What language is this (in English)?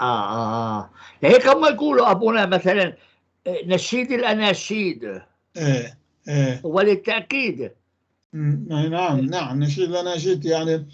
North Levantine Arabic